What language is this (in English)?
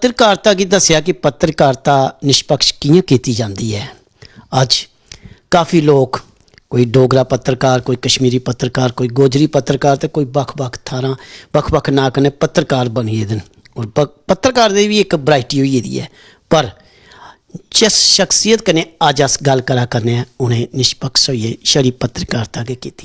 Dogri